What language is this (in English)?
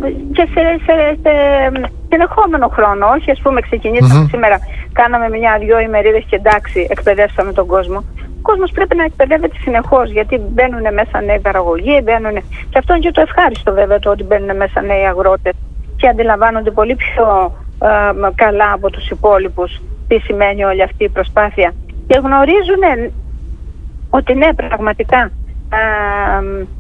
Greek